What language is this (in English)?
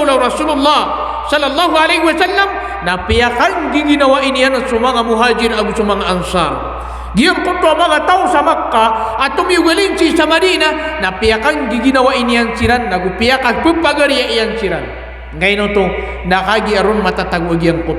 Maranao